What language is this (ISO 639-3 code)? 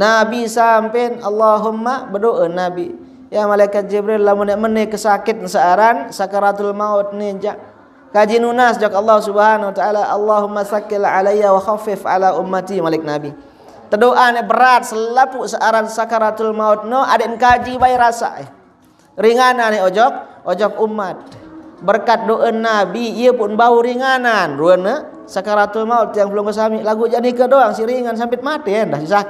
sas